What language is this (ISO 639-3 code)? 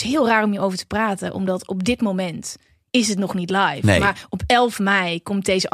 nld